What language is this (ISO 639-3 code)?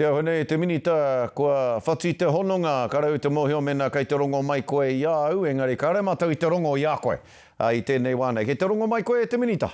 mri